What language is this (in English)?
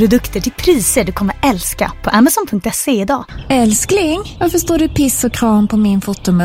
Swedish